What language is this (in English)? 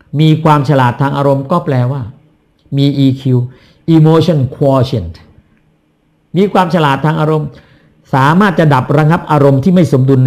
Thai